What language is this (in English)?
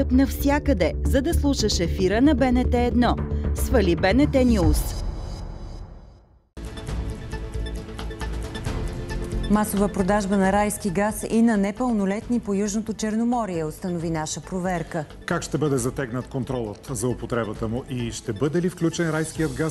Bulgarian